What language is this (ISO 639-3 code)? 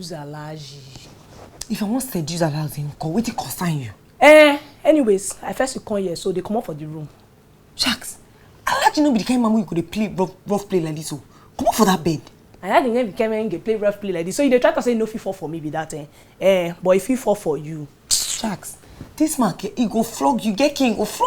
pcm